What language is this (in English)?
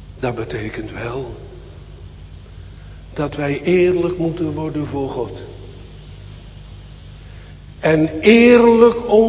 Dutch